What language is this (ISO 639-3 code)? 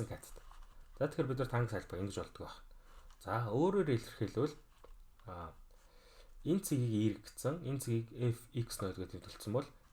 mon